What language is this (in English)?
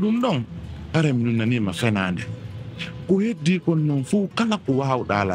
Pular